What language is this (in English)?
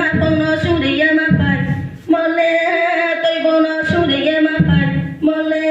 Riang (India)